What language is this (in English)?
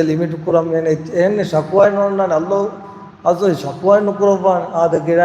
Divehi